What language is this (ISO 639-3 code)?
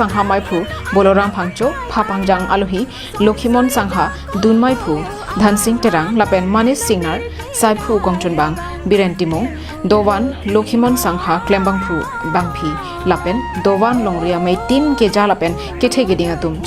mjw